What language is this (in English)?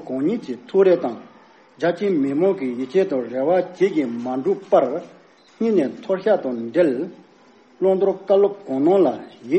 Tibetan